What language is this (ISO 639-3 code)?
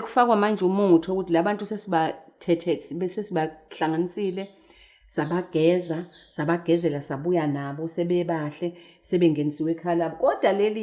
zul